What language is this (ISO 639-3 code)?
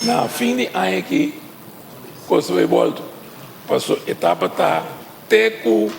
pap